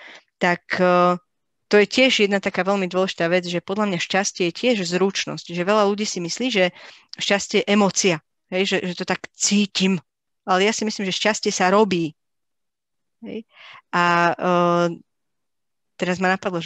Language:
Slovak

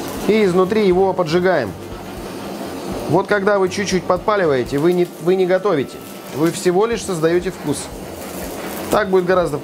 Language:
Russian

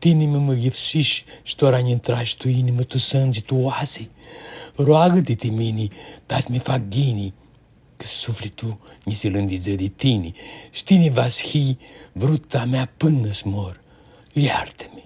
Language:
Aromanian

